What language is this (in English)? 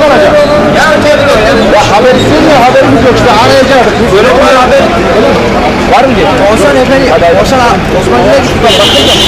Turkish